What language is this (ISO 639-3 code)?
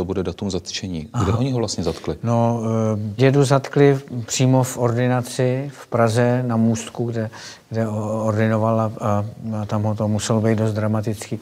ces